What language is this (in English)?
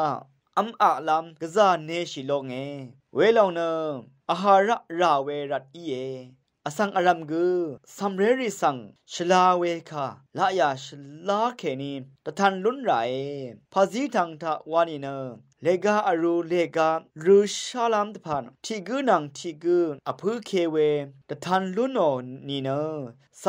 Rawang